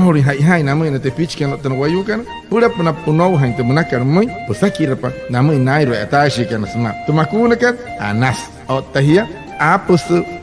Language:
Wayuu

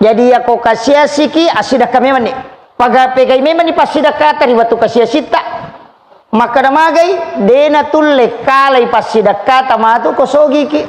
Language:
Buginese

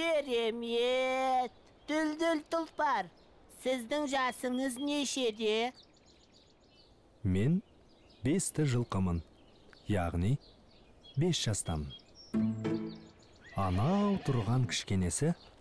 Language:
Kazakh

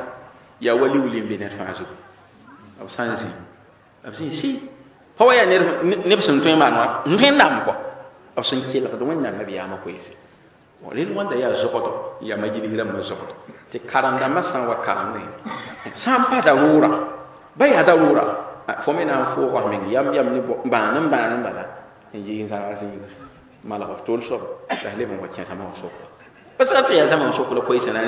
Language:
Mossi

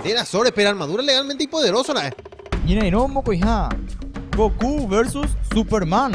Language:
Guarani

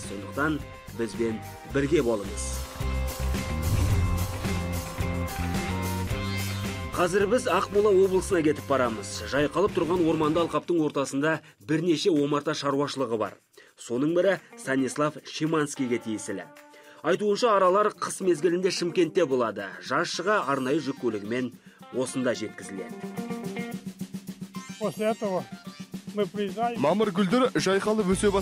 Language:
Kazakh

